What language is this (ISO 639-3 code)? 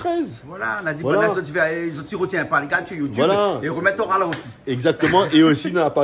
rcf